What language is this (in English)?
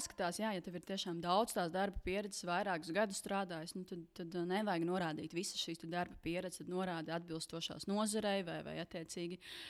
Latvian